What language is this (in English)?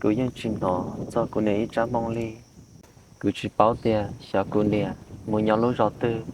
Hmong